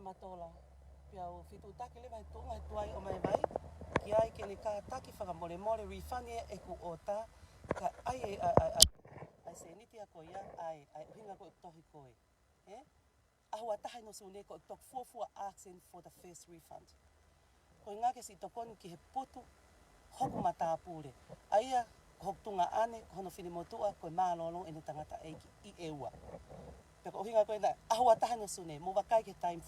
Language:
Tongan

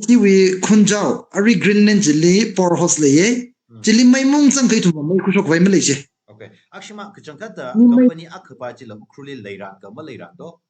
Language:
Tangkhul Naga (India)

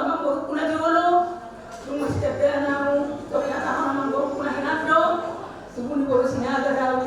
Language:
Batak Toba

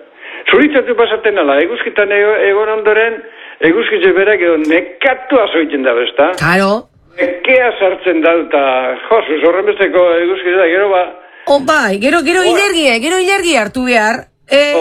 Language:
Basque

